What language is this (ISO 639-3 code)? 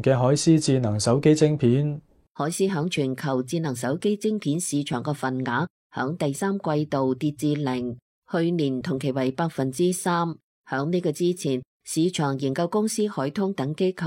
yue